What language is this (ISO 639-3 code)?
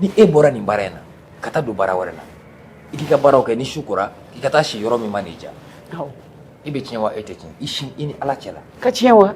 bam